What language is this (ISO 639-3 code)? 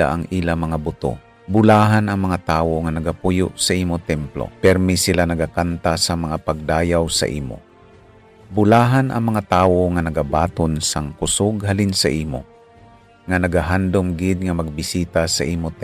hil